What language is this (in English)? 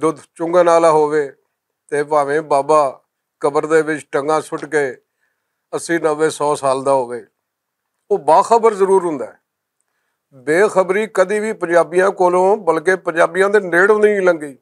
Western Panjabi